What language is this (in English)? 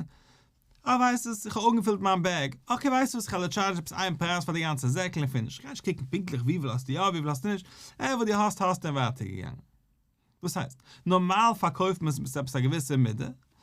Yiddish